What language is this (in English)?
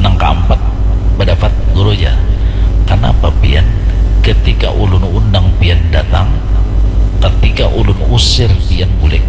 Banjar